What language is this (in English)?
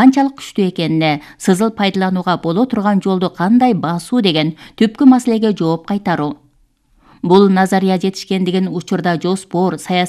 Kyrgyz